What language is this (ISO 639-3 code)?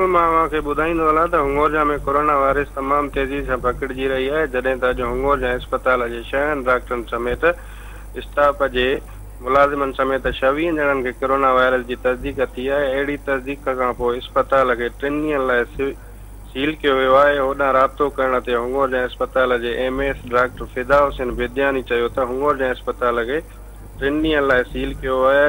snd